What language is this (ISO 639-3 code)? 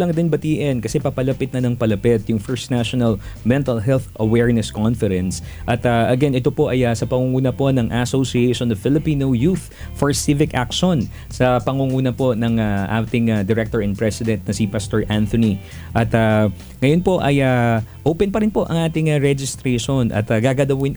fil